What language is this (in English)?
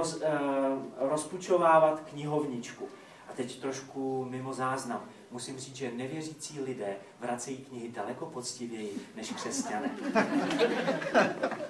Czech